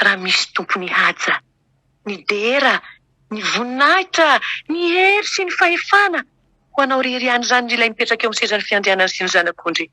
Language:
Malagasy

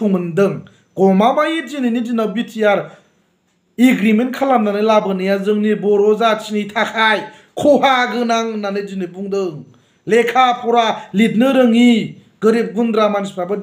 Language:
Bodo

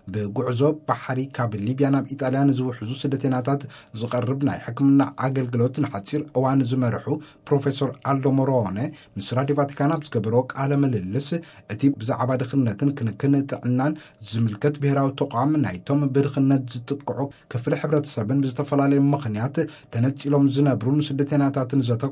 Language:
Tigrinya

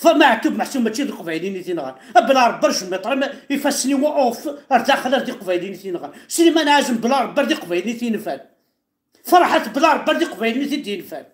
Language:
Kabyle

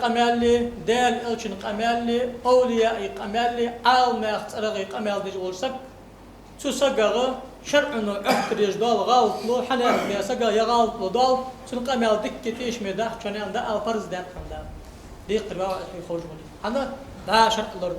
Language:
Ingush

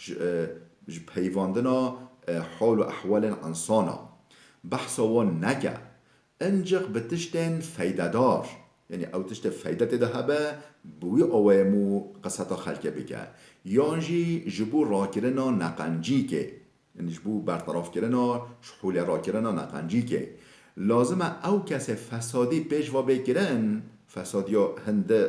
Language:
Kurdish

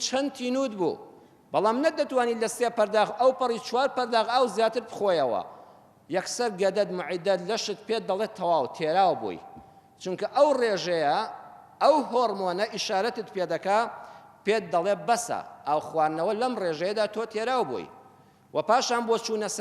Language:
Central Kurdish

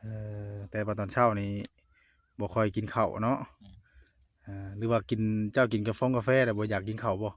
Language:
Northeastern Thai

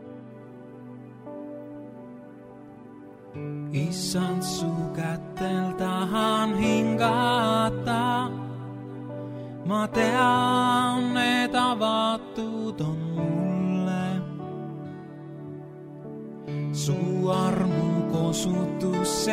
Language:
Estonian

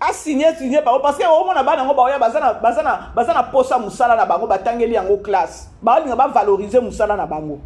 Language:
Lingala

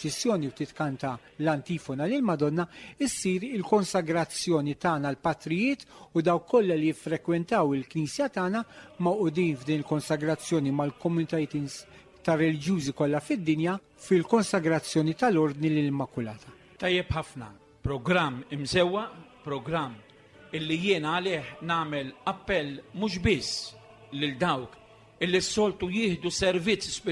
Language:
Maltese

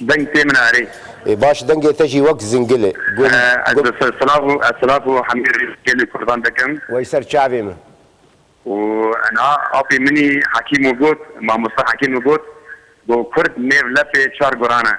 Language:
Kurdish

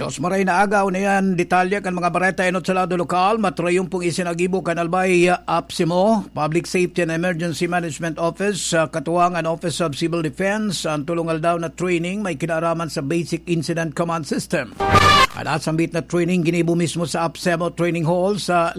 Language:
Bikol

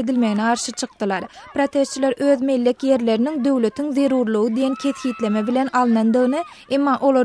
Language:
Turkmen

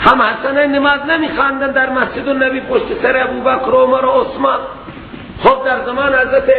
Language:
Persian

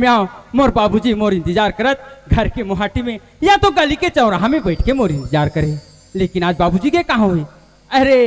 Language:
Chhattisgarhi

